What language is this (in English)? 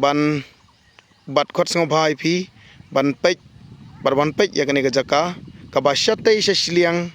Khasi